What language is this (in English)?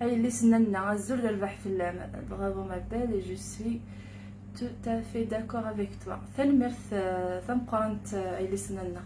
Kabyle